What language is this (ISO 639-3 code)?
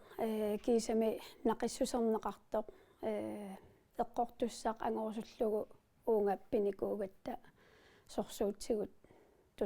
kal